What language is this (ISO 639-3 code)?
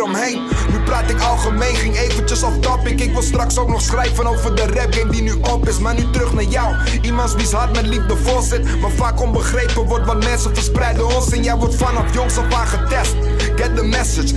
nld